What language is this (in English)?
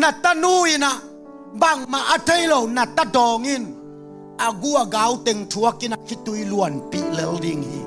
Tedim Chin